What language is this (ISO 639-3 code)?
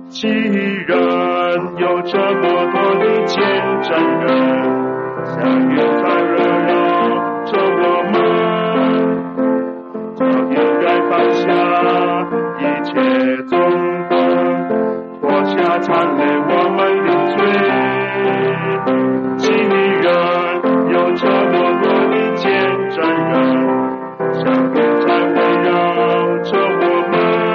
zho